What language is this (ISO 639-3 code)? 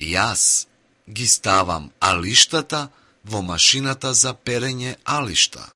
mkd